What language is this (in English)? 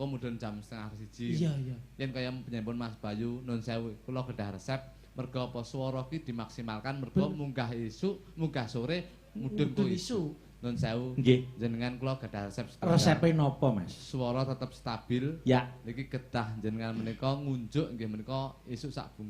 Javanese